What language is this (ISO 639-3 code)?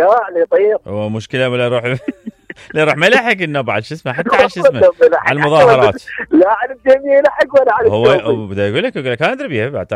acm